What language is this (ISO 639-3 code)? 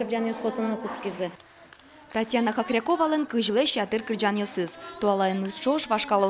udm